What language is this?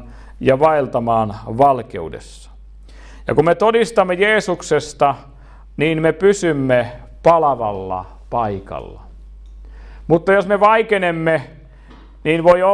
Finnish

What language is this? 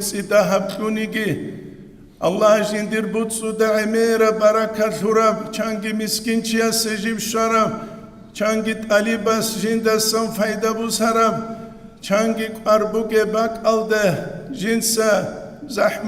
Avaric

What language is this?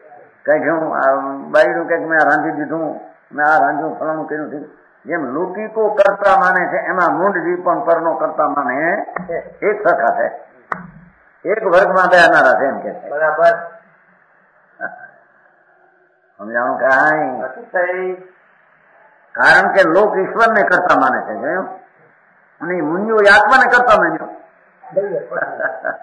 Gujarati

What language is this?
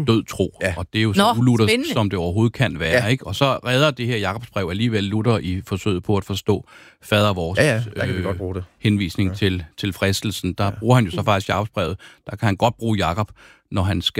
Danish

